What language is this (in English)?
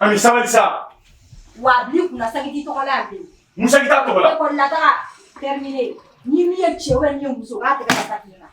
Bambara